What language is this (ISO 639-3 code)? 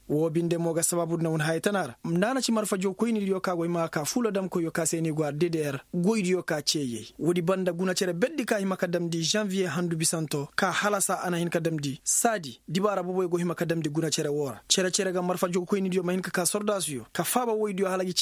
ses